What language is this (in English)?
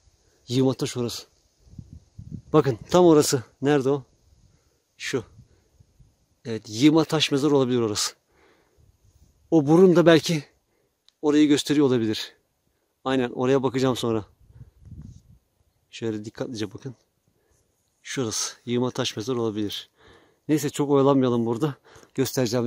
Turkish